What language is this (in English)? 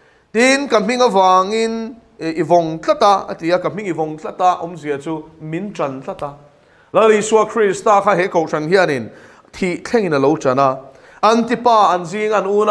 Mizo